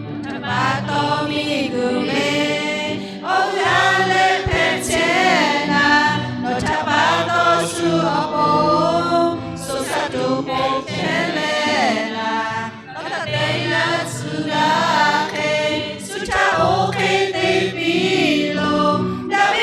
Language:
Lahu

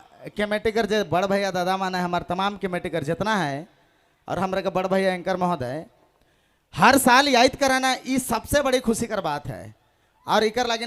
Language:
Sadri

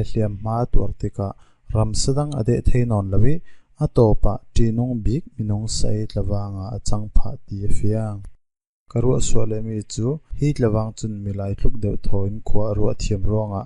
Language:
Falam Chin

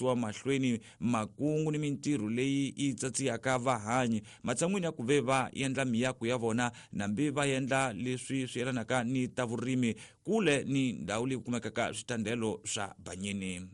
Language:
Tsonga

